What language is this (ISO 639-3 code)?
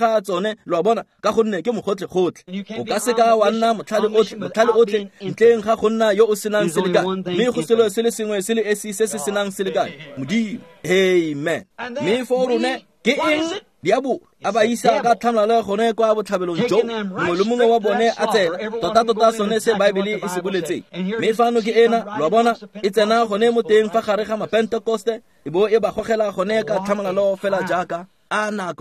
tsn